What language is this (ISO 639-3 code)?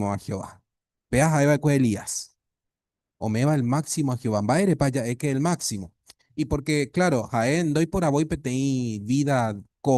grn